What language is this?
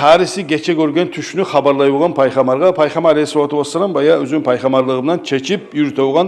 Kumyk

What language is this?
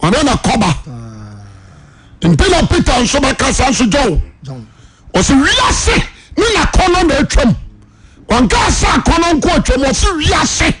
Akan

